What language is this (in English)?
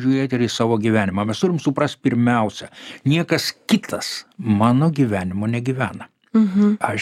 Lithuanian